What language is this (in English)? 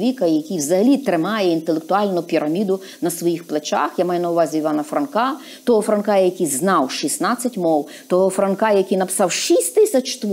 Ukrainian